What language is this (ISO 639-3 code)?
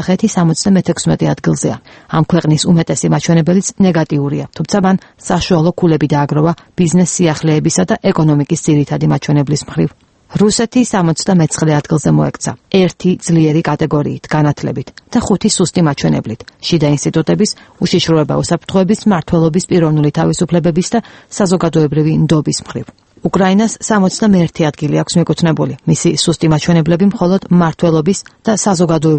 kat